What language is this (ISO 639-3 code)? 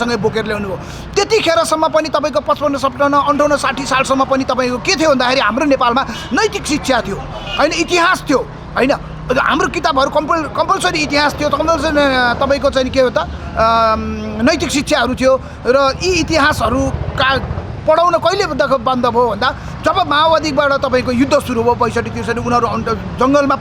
nep